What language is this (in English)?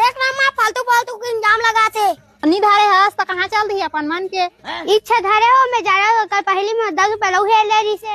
Chhattisgarhi